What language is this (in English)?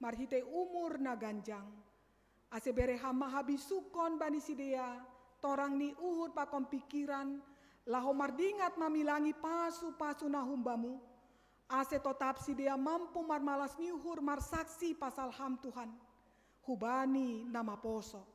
Batak Simalungun